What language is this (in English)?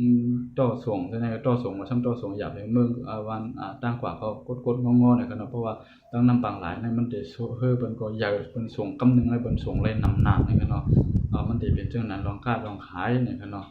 Shan